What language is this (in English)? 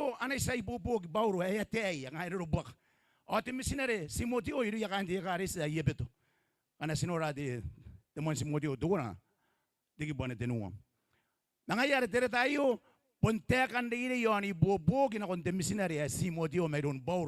Gilbertese